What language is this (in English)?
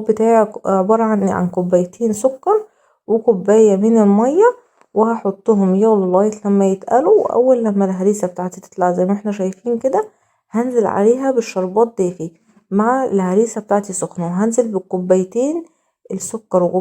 Egyptian Arabic